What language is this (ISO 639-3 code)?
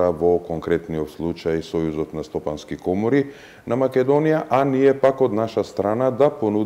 mkd